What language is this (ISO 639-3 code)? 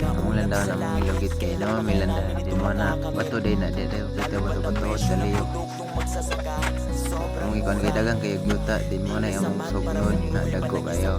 ceb